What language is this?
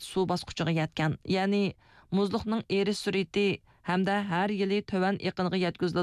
Uyghur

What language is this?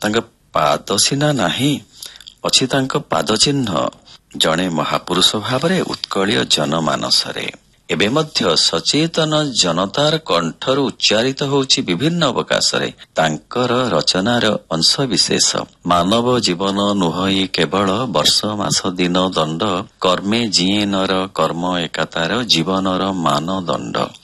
Odia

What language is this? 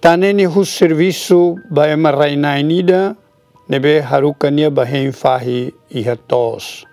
Tetum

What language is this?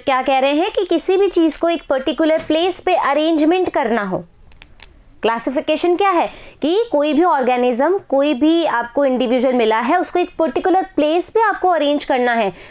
Hindi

